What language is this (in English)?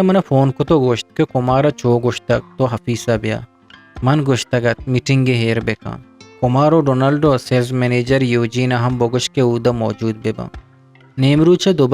Eastern Balochi